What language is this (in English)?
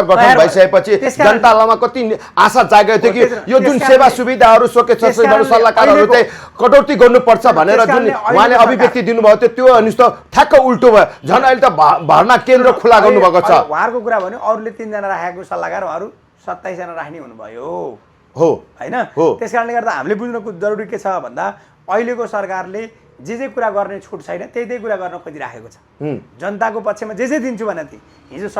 Nepali